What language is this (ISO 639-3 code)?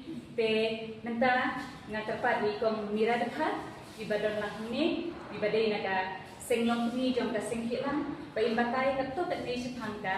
kha